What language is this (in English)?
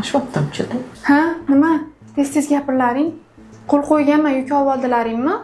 Uzbek